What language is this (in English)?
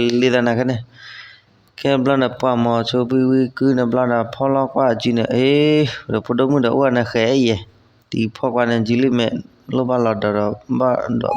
S'gaw Karen